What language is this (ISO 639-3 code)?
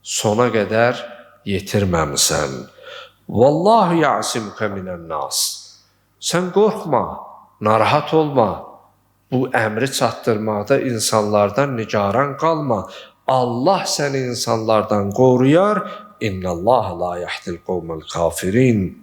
aze